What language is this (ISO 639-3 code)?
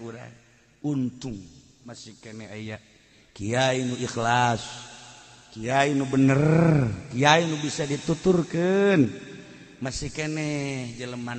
sun